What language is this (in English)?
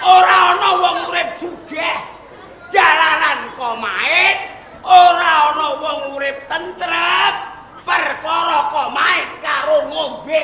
Javanese